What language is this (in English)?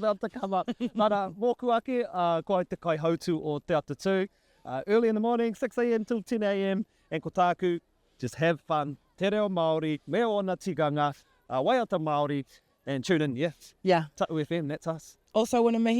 Māori